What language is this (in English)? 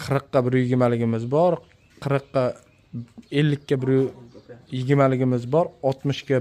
Uzbek